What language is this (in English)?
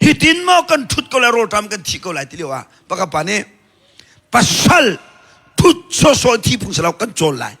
Hakha Chin